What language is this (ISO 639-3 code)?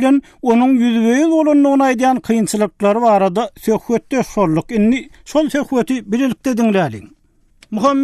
tuk